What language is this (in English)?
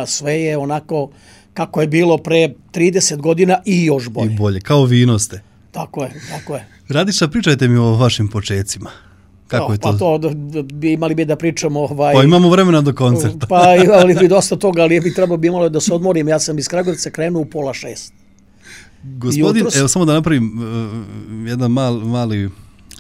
Serbian